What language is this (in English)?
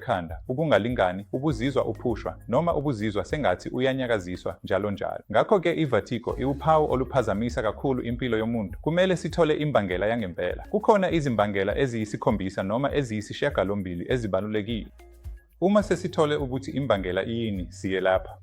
Zulu